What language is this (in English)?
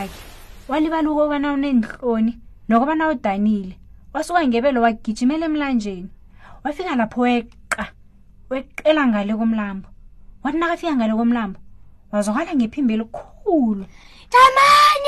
South Ndebele